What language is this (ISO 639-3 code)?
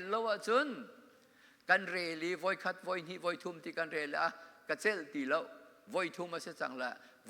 cnh